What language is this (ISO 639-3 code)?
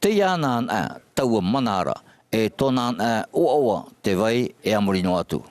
tah